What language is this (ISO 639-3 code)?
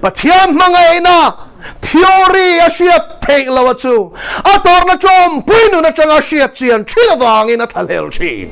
lus